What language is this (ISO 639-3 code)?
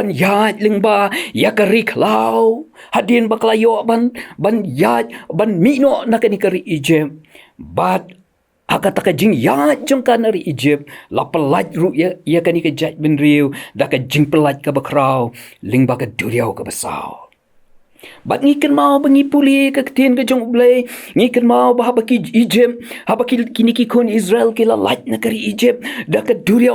kha